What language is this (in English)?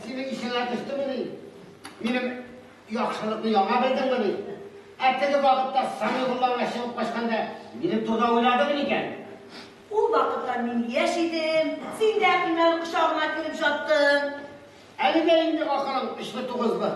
Tatar